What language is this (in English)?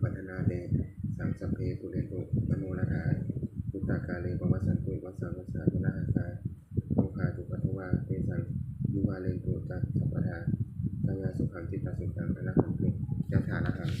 Pali